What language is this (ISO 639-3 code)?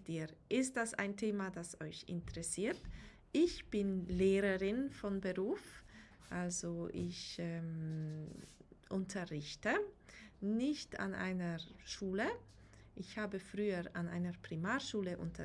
gsw